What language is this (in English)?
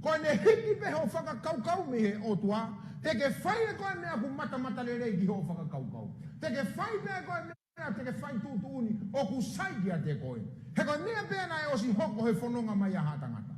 Tongan